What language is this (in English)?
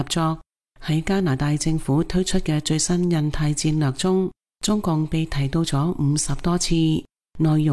Cantonese